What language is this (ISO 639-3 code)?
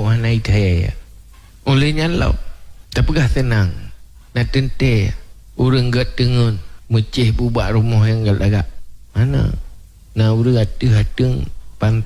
ace